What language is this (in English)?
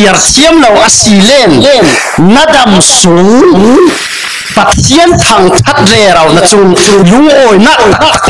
Falam Chin